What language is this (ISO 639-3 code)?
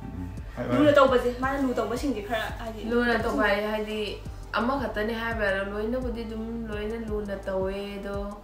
mni